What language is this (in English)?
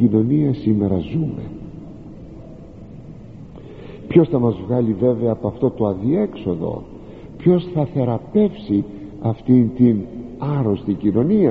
Greek